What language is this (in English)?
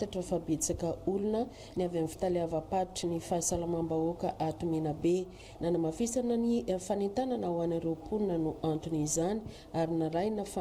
Malagasy